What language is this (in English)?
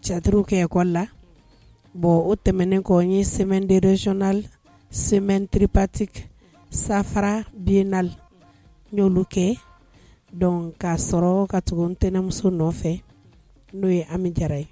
Bambara